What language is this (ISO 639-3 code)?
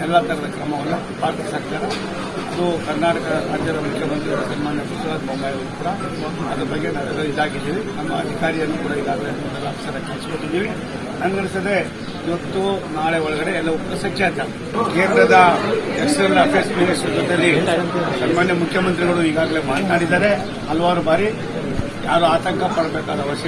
kan